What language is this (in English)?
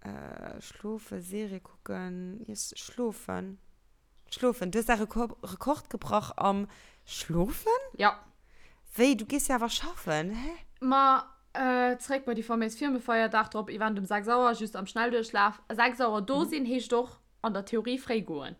Luxembourgish